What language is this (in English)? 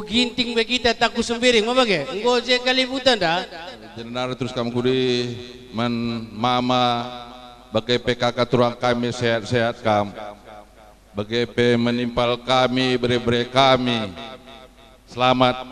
Batak Karo